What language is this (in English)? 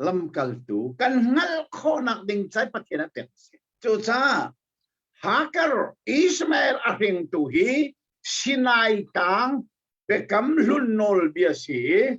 Hakha Chin